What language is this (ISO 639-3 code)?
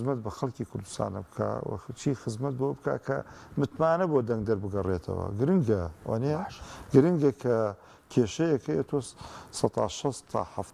ckb